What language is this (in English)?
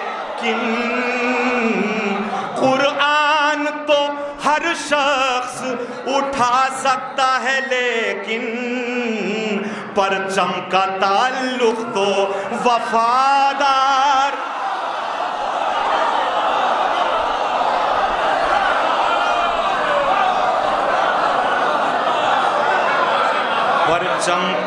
Urdu